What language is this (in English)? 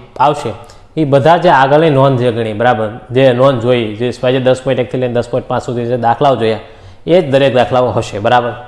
Gujarati